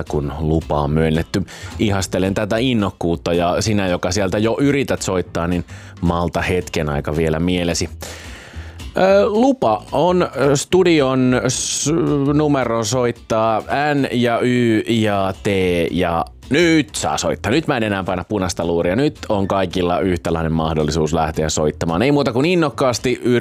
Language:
Finnish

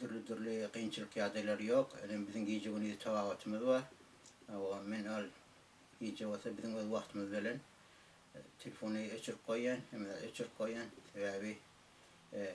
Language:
Turkmen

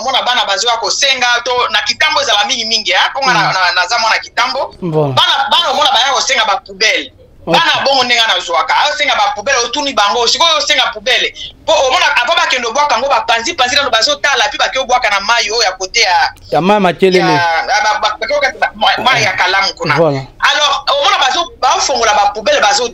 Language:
Lingala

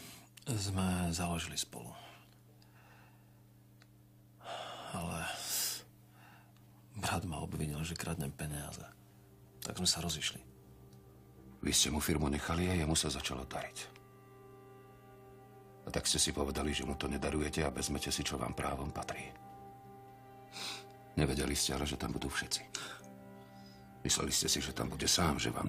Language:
Slovak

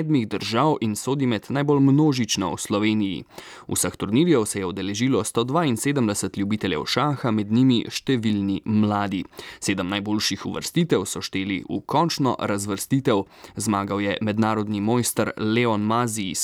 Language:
Slovenian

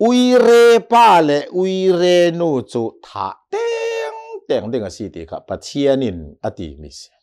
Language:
Hakha Chin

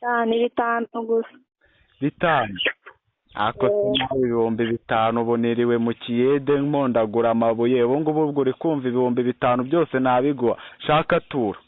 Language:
Kinyarwanda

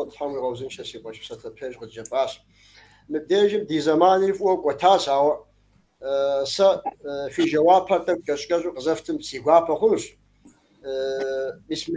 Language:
Kabardian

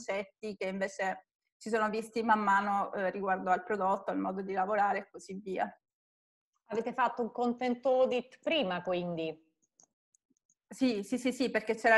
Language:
Italian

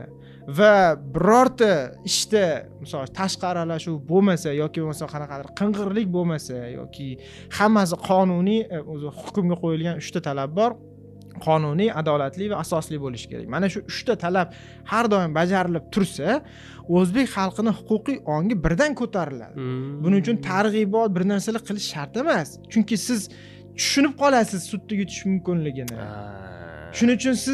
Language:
Uzbek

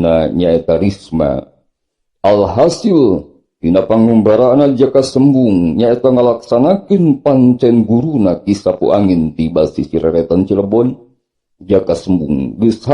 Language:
Sundanese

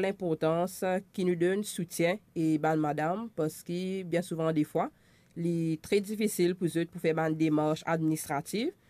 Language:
Morisyen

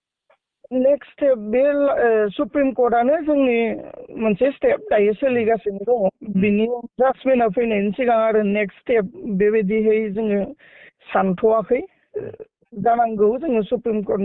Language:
Bodo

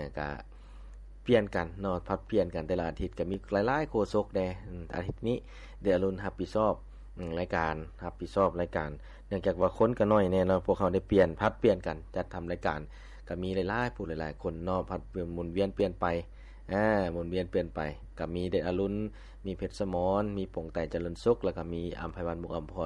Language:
Lao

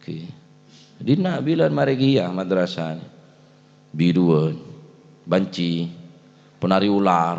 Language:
Madurese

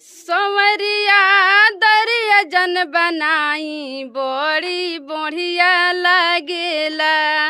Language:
Bhojpuri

